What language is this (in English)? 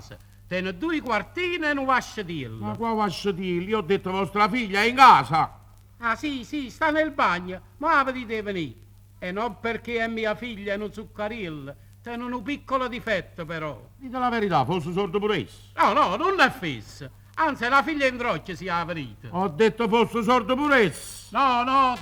Neapolitan